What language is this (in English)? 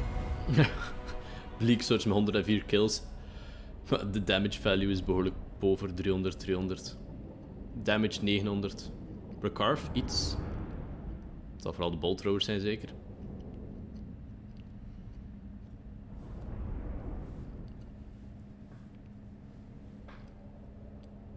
Dutch